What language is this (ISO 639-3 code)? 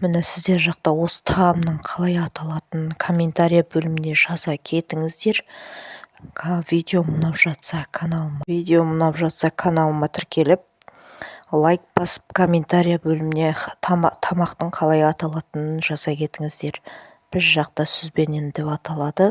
kaz